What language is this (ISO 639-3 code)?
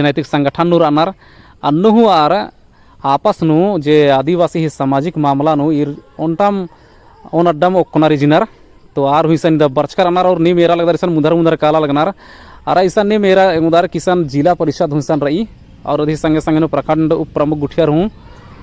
kru